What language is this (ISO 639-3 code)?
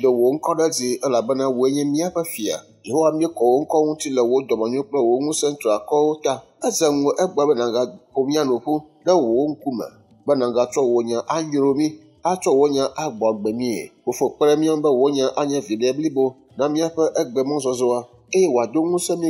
ewe